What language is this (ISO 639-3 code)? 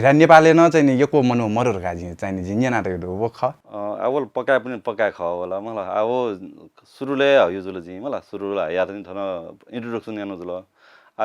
new